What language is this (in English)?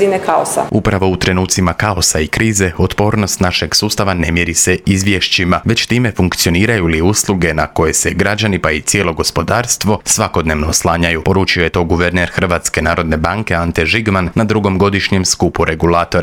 Croatian